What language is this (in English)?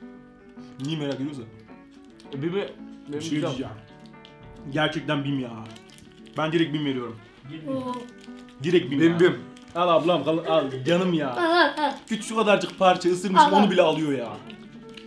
Turkish